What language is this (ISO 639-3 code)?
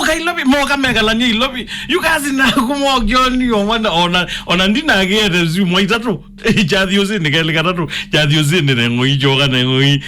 kam